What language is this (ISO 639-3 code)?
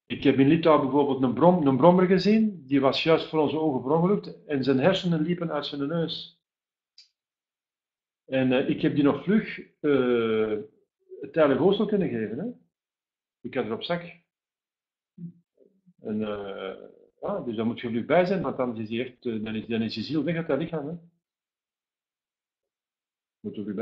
nld